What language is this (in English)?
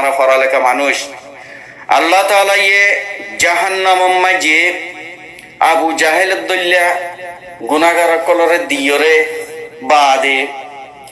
Rohingya